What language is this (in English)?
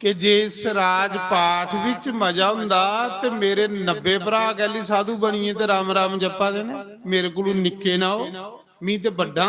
Dogri